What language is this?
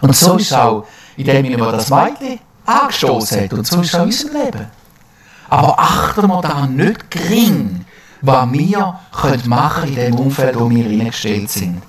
Swiss German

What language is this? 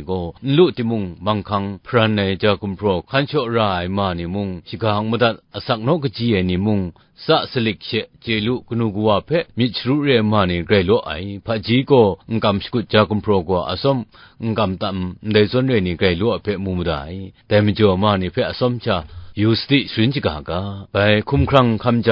Kachin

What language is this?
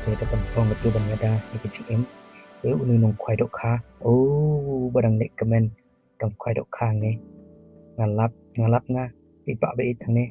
Khasi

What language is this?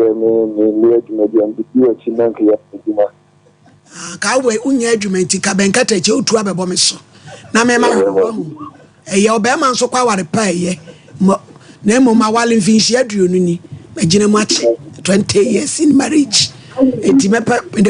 Akan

